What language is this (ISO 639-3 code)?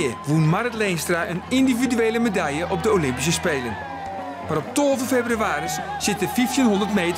fry